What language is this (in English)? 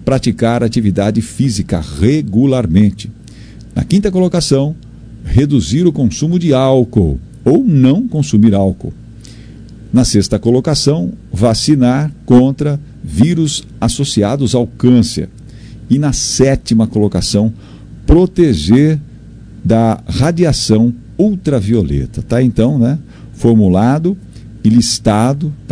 Portuguese